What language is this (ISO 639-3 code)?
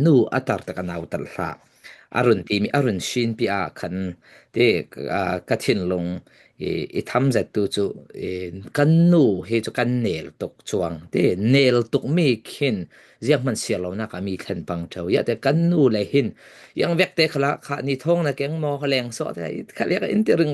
cfm